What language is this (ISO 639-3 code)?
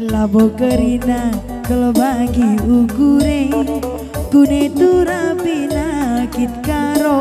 btx